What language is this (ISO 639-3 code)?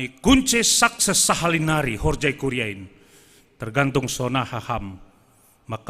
bts